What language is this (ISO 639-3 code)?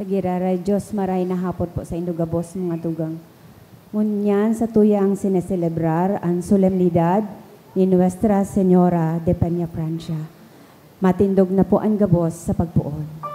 bik